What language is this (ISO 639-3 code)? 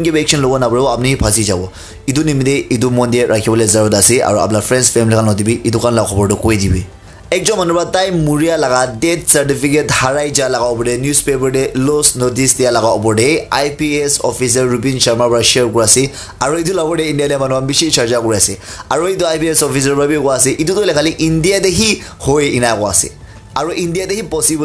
nag